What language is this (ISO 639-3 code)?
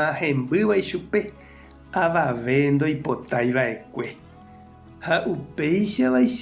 grn